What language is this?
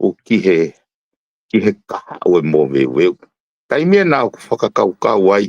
Tongan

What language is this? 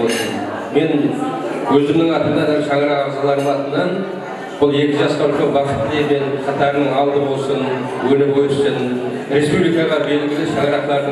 Kara-Kalpak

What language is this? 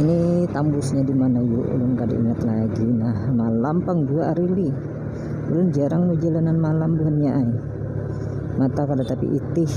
Banjar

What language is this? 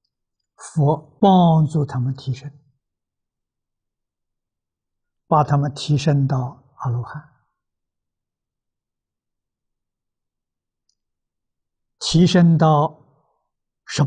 Chinese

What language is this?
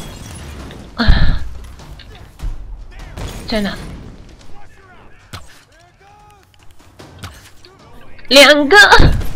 Chinese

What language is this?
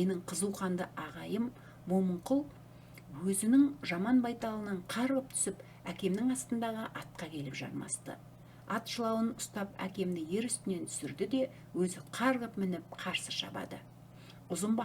Kazakh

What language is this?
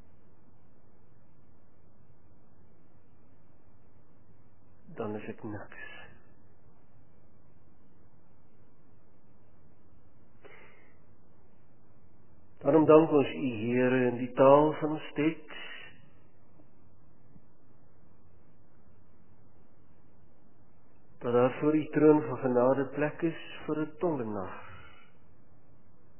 Afrikaans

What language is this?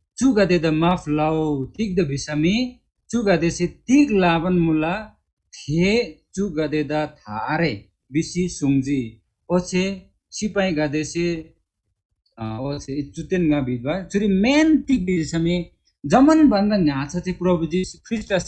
Eastern Tamang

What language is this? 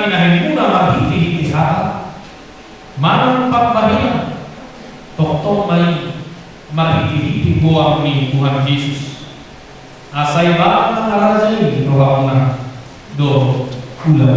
Batak Toba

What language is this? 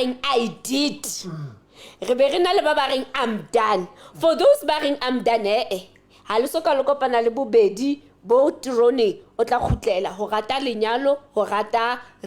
Southern Sotho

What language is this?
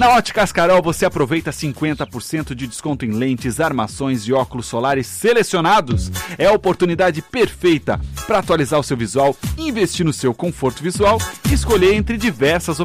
Portuguese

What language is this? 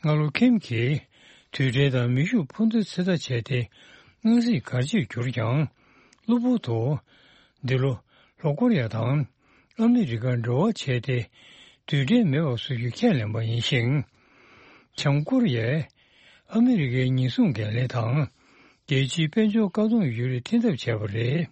Tibetan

